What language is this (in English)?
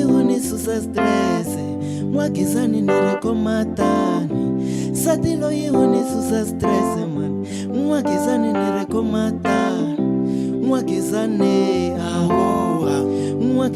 Tsonga